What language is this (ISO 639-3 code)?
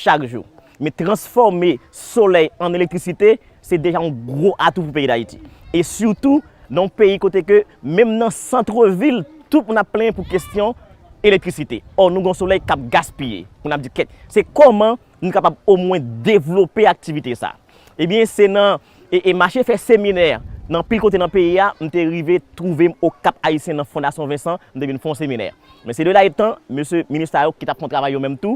hat